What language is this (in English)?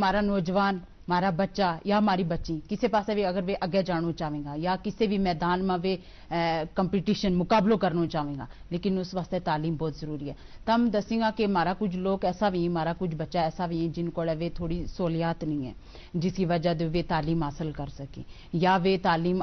Gujari